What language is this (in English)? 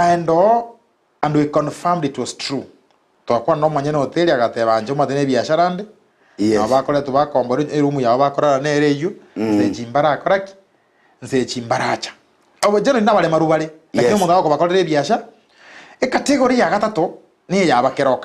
Gusii